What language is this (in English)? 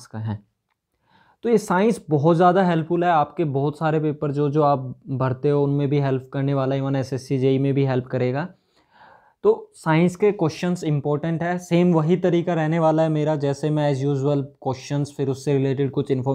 Hindi